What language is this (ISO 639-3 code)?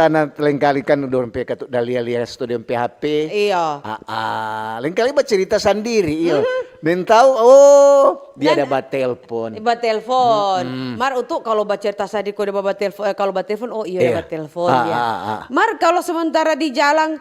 xmm